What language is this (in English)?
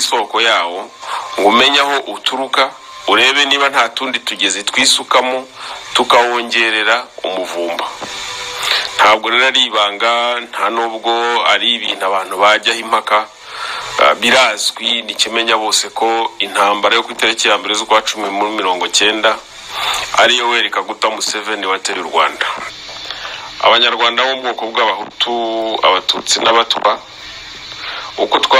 Kinyarwanda